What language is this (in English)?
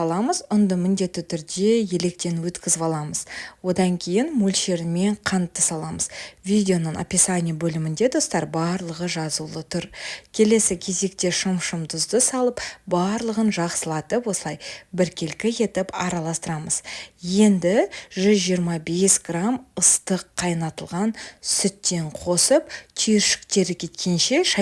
Kazakh